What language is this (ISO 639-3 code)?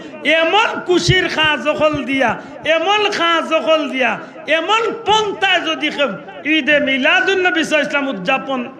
syl